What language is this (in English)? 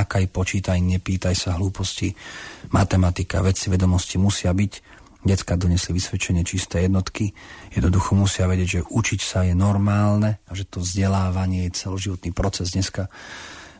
Slovak